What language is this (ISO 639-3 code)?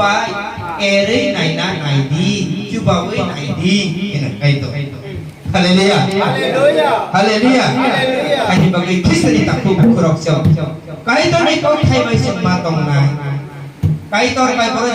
trp